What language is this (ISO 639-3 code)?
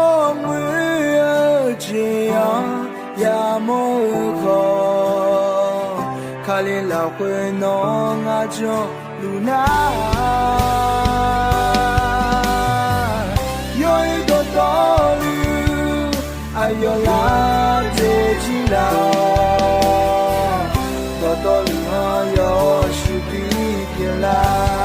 ahk